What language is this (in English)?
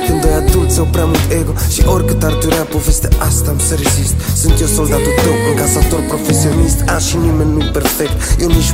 Romanian